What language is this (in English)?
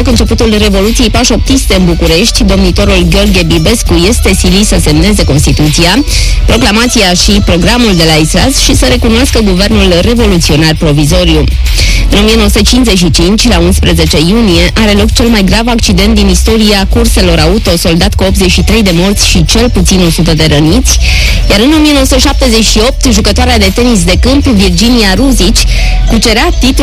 Romanian